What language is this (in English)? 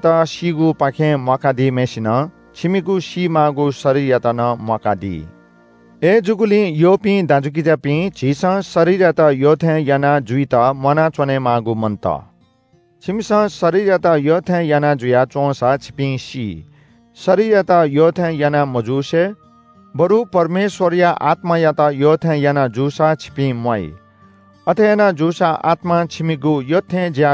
Newari